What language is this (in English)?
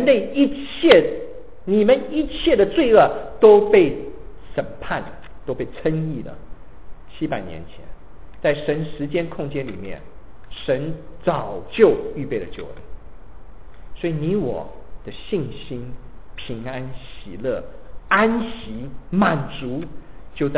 Chinese